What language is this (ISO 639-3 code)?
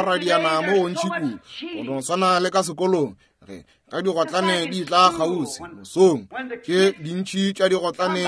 nso